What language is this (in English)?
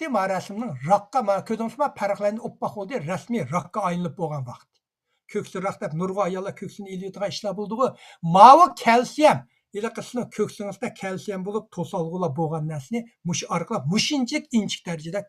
Uyghur